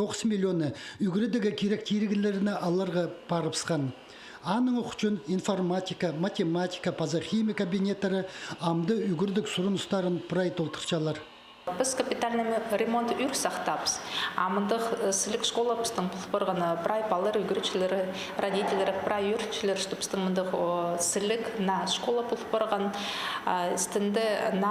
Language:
Khakas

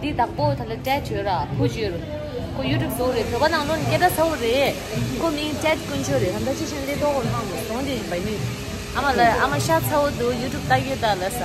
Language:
Tibetan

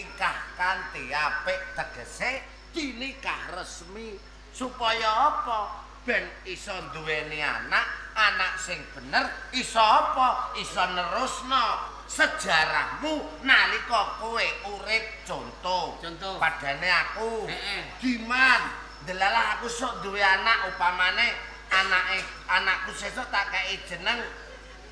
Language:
Javanese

